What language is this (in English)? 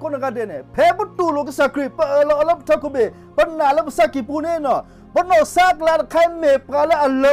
S'gaw Karen